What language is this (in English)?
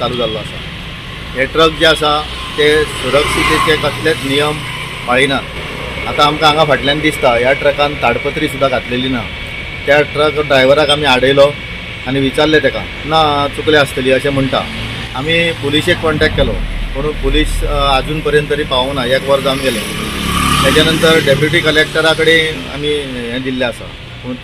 Konkani